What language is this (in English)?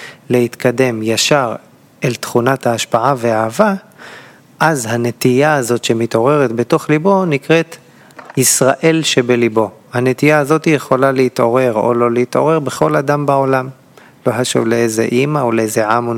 Hebrew